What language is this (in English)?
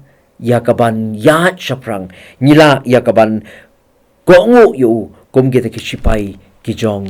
Khasi